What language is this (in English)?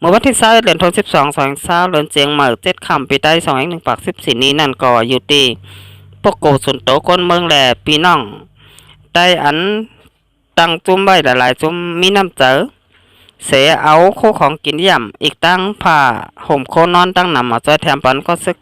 Shan